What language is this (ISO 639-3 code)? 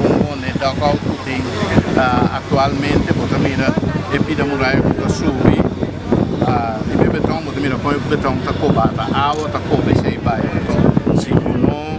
pap